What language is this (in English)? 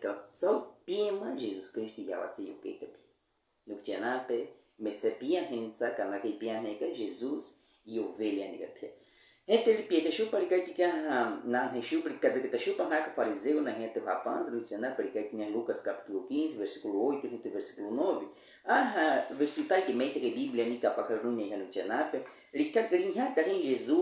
Baniwa